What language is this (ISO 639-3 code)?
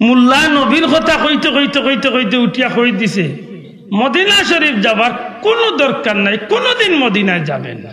syl